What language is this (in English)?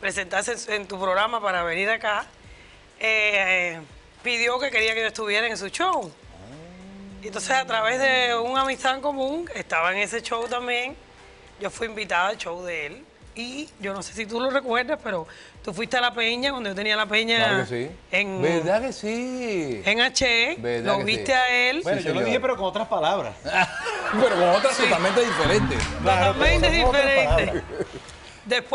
Spanish